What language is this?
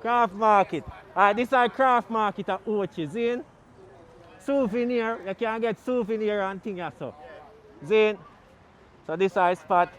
Jamaican Creole English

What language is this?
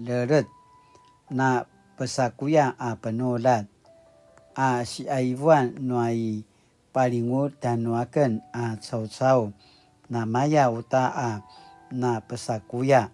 Paiwan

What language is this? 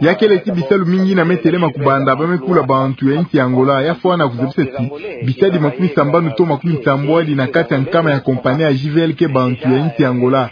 Kituba (Democratic Republic of Congo)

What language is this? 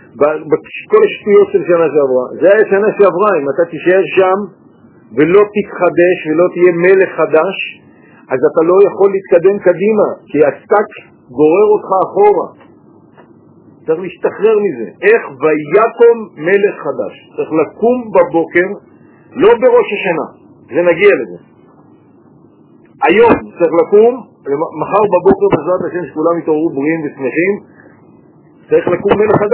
Hebrew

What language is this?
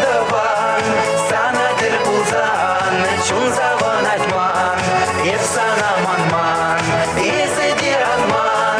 Chuvash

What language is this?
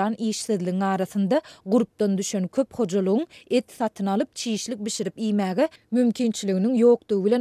Turkmen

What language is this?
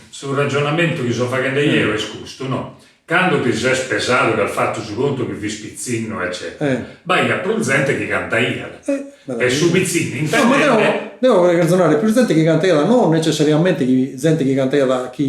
Sardinian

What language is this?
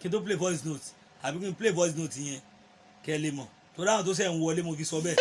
Yoruba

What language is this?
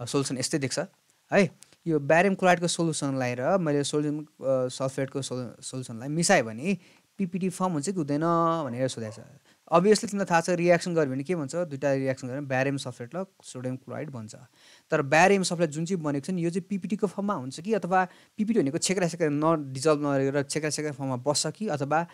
Nepali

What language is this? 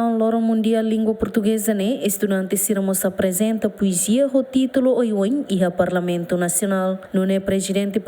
Tetum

